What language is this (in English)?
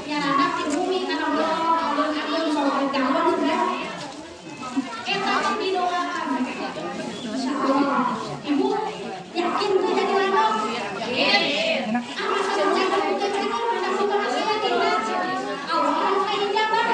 Sundanese